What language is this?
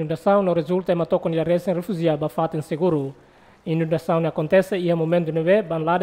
Tetum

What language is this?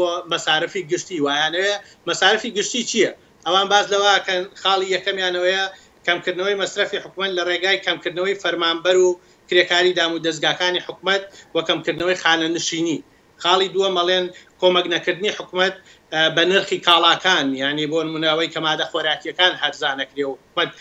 Central Kurdish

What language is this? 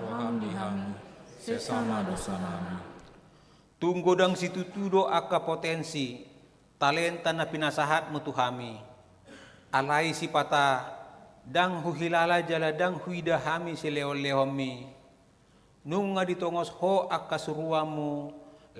Batak Toba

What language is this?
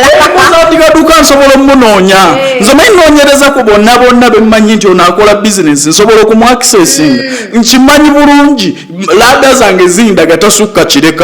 Ganda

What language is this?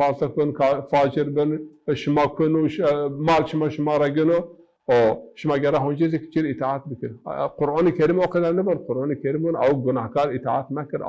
Zaza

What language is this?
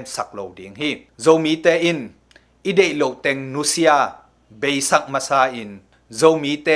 Tedim Chin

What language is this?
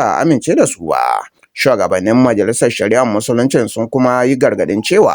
Hausa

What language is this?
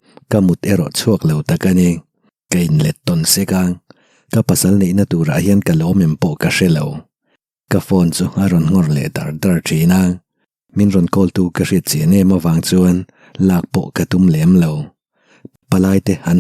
Mizo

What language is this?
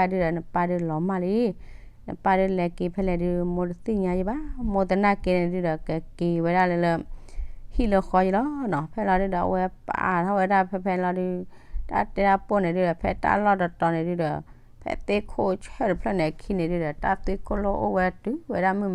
S'gaw Karen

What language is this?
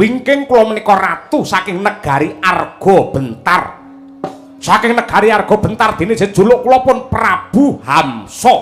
Javanese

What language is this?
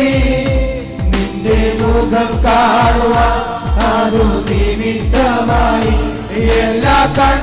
Malayalam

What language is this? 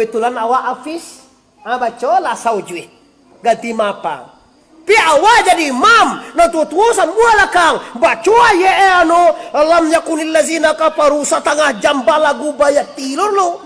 Minangkabau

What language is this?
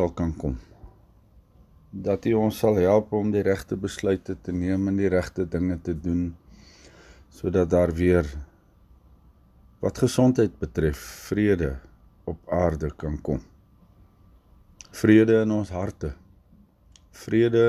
Afrikaans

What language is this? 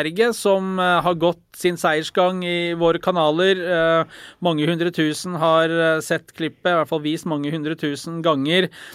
Norwegian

